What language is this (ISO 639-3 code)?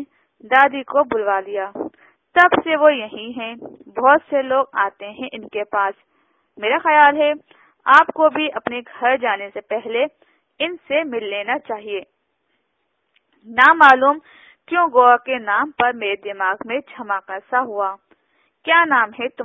urd